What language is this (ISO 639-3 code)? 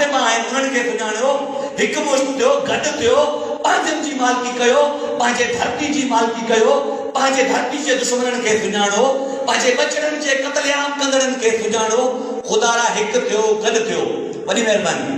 snd